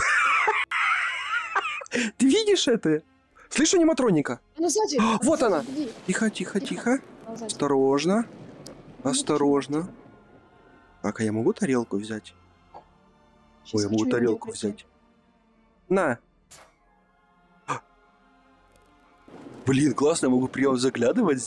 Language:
Russian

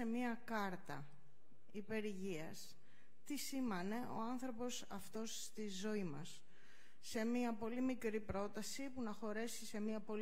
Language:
Greek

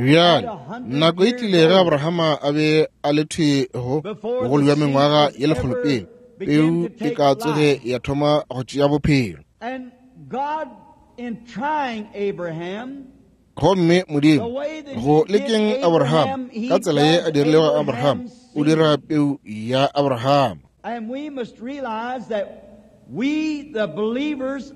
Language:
Northern Sotho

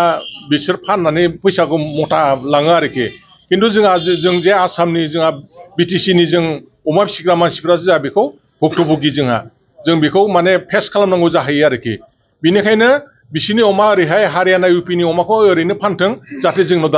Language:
Bodo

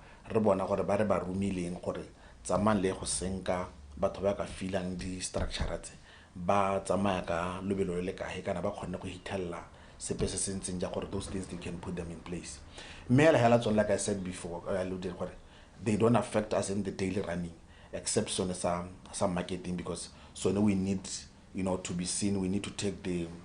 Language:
Tswana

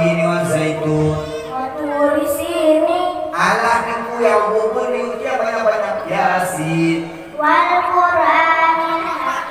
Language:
Achinese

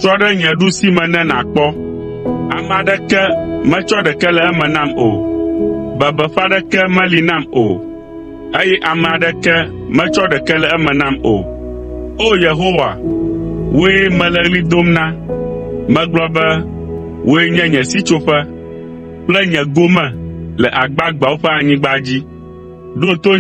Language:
Ewe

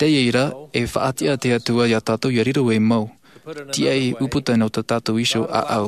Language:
Tahitian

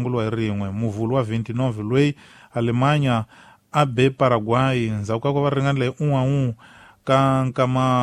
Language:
Tsonga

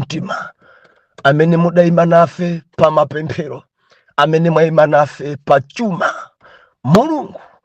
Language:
Nyanja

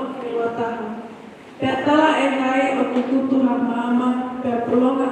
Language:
Tongan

